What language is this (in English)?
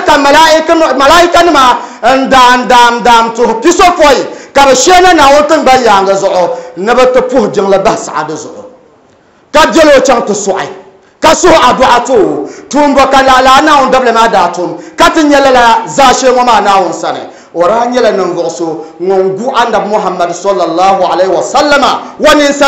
Dagbani